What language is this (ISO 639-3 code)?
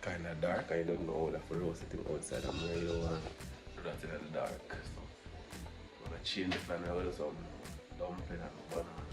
jam